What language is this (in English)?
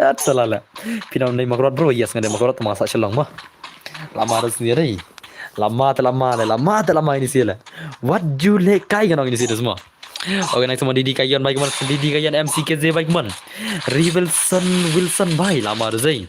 Khasi